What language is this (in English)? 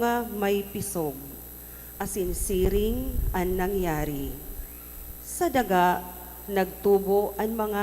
Bikol